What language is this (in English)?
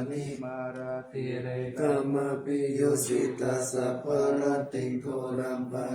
Pali